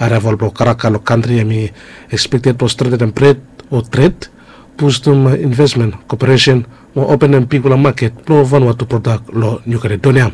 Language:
Bislama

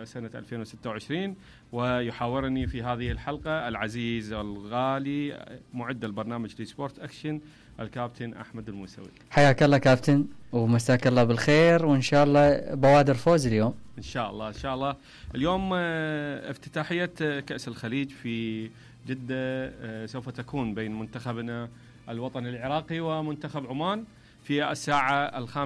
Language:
Mesopotamian Arabic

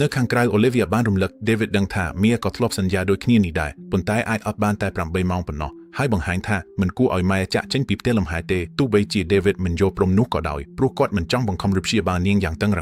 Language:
Khmer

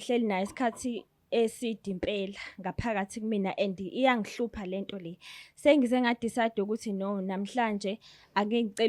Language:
Zulu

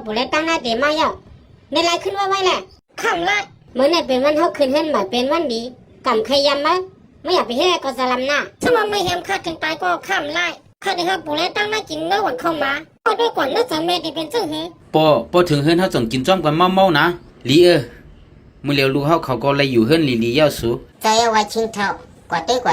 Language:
Shan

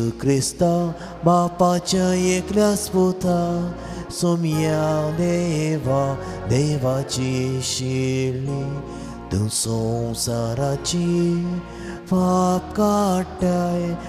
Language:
Konkani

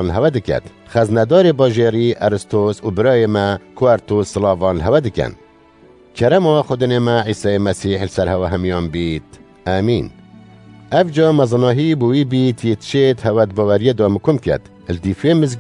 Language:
Kurdish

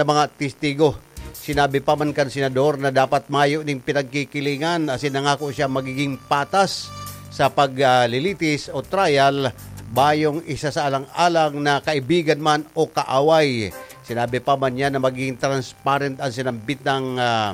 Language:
Bikol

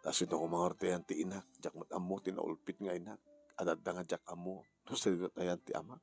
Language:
Iloko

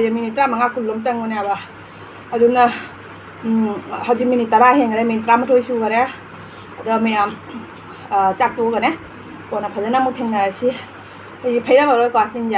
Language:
Manipuri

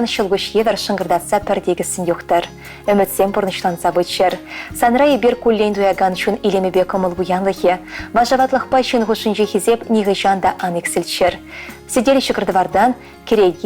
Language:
Chuvash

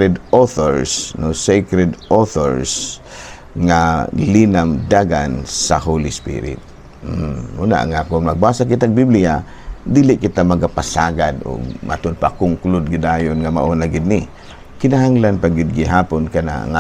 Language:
Cebuano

